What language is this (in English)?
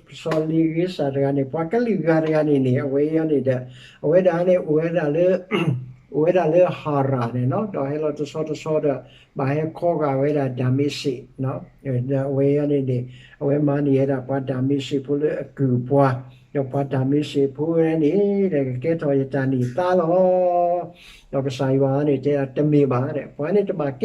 S'gaw Karen